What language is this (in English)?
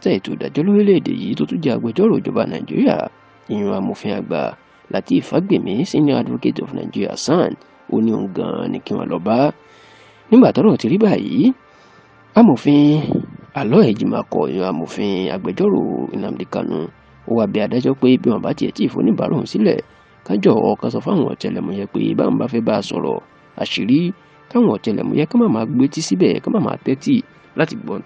Yoruba